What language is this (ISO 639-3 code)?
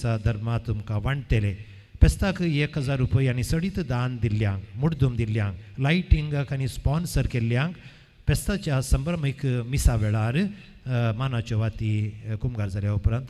kok